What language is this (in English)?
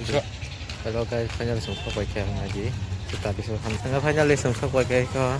Kok Borok